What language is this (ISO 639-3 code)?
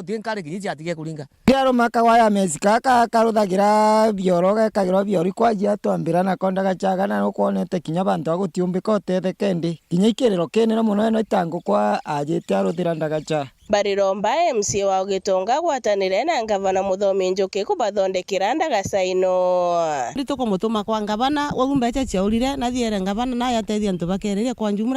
mer